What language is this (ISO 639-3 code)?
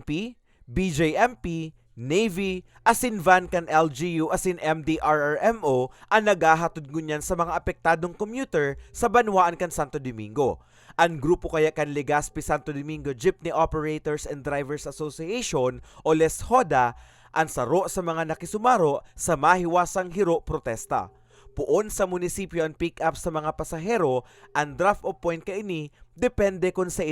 bik